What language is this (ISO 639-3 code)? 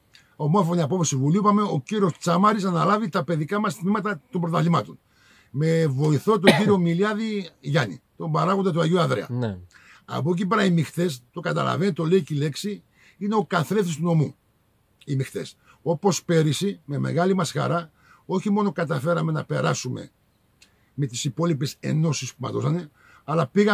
ell